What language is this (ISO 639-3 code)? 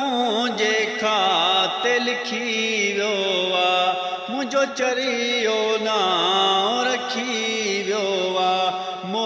snd